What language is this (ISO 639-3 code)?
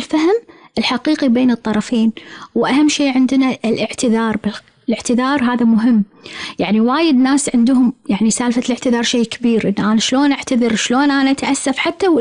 afb